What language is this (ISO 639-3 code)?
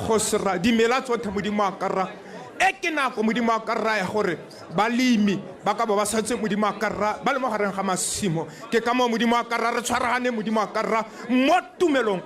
tsn